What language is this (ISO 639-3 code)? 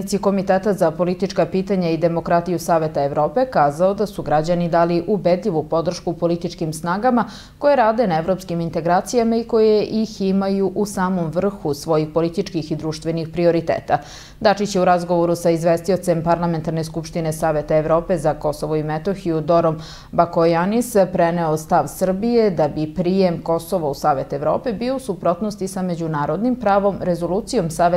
srp